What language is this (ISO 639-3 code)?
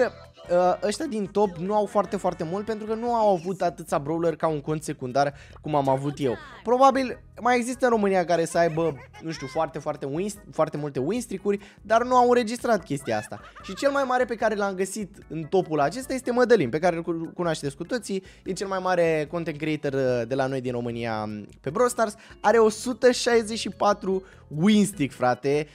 ron